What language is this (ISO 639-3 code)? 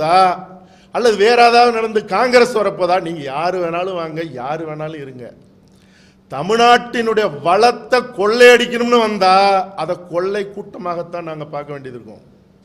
tam